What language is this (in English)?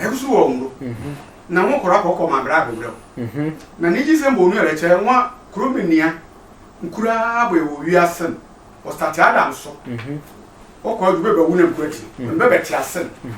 Sehwi